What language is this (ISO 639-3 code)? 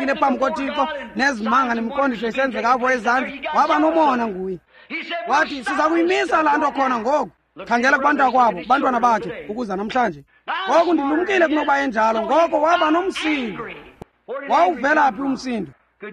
xho